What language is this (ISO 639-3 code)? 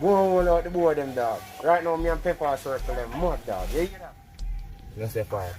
jam